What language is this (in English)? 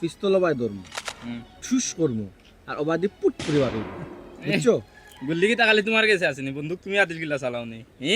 Sylheti